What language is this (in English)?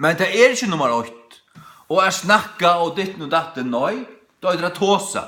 Faroese